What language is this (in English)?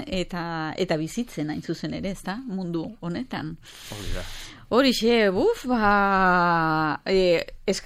Basque